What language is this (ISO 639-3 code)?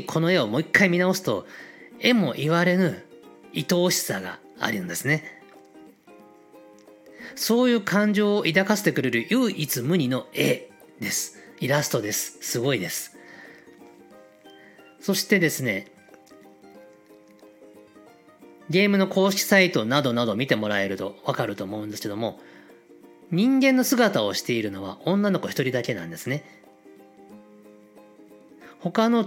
jpn